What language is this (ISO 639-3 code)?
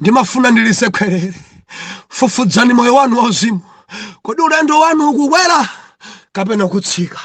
nya